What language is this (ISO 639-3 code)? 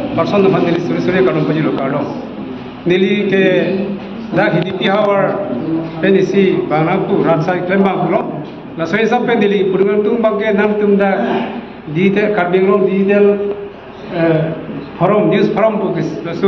mjw